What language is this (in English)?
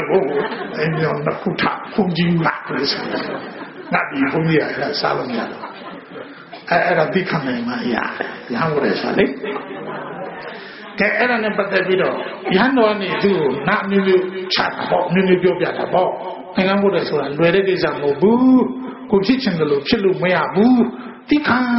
Burmese